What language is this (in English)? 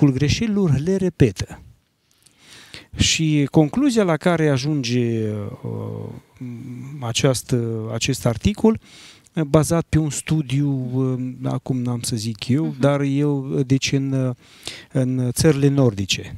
Romanian